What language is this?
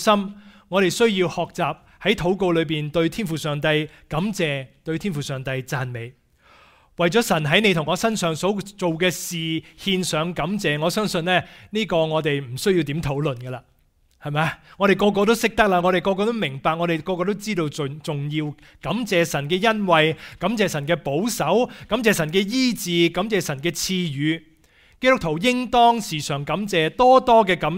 Cantonese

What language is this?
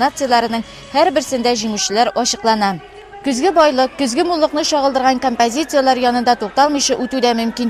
Tatar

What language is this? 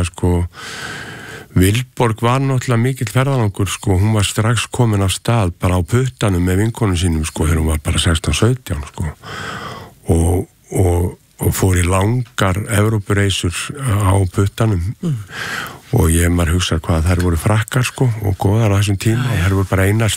Icelandic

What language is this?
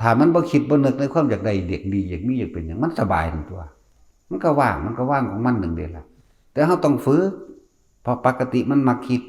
Northeastern Thai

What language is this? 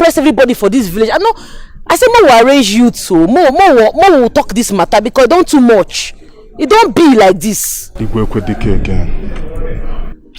Nigerian Pidgin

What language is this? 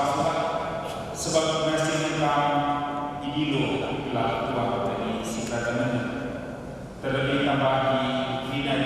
Batak Karo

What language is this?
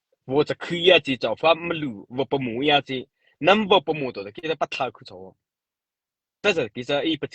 Mara Chin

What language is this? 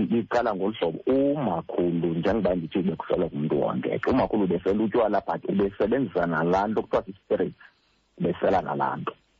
Xhosa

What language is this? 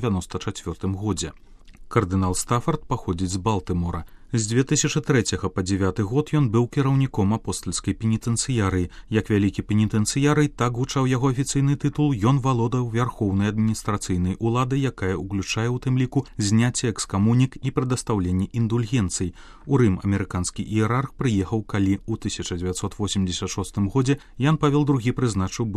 Belarusian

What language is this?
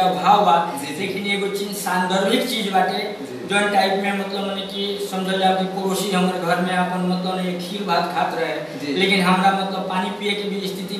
Bhojpuri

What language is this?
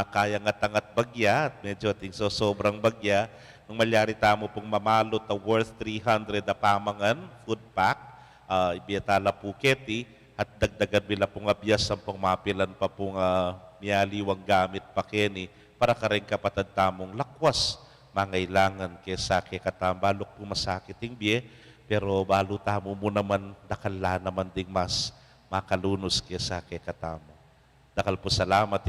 Pampanga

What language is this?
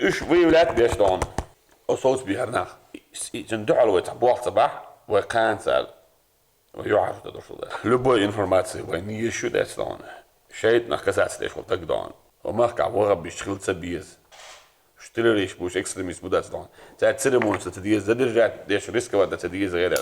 Chechen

